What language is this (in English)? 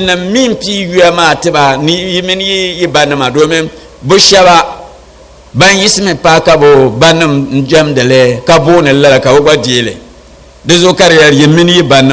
Dagbani